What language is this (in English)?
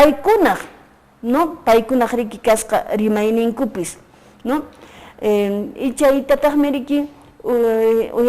Quechua